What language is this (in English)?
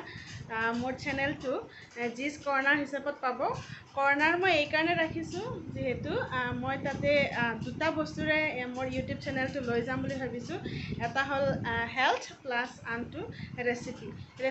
Assamese